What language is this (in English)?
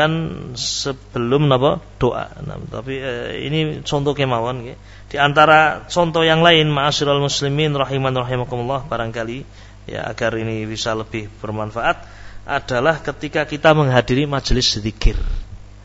Indonesian